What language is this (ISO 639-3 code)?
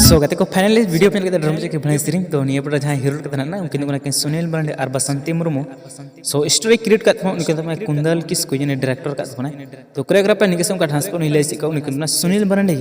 sat